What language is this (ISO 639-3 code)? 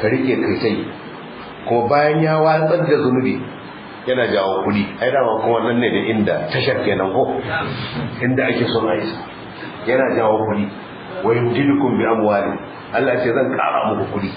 hau